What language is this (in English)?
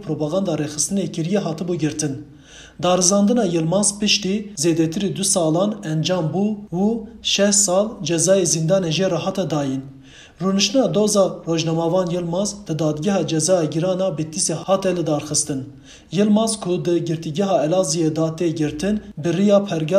Kurdish